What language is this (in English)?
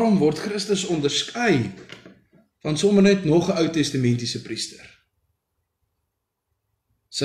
Afrikaans